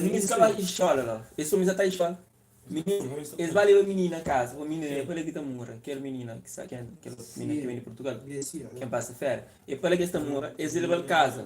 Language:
Kabuverdianu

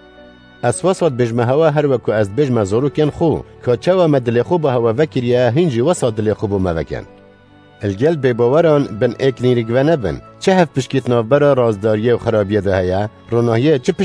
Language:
Kurdish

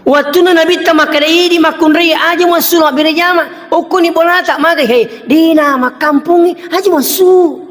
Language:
Buginese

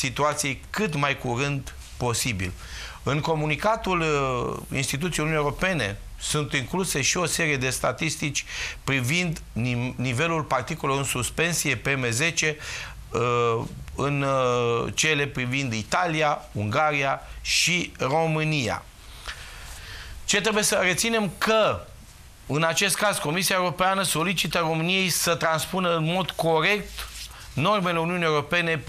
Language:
Romanian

